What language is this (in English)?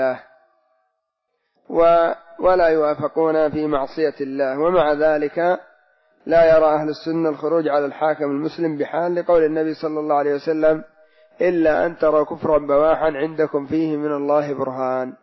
Arabic